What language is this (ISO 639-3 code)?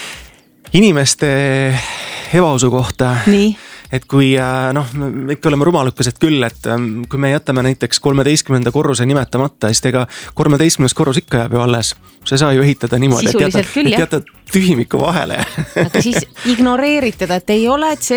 est